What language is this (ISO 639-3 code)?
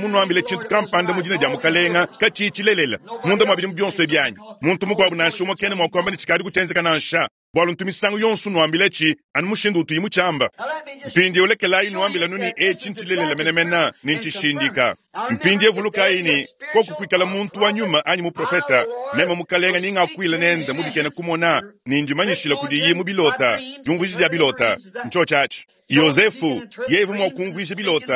lua